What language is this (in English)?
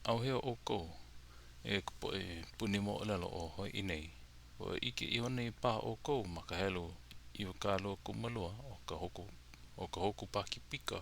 Hawaiian